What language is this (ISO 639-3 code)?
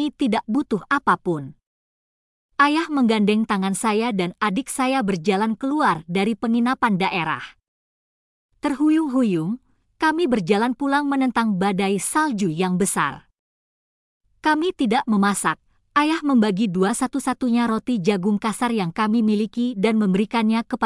ind